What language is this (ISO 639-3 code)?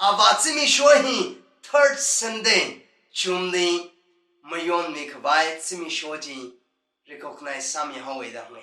nmf